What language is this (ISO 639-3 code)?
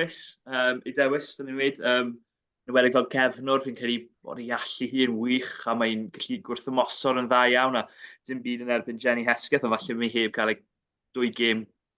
cym